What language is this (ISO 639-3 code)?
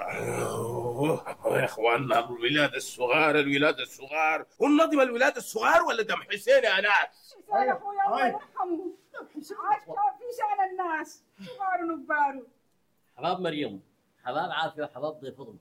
apd